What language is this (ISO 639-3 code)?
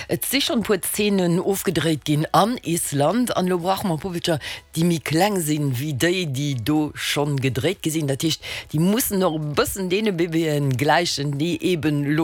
ltz